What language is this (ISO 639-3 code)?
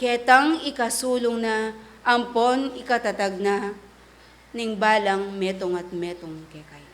pam